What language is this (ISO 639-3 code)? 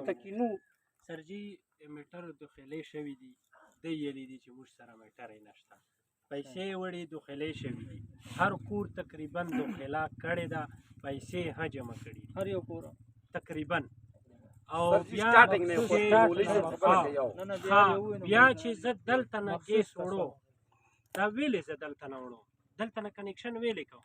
pus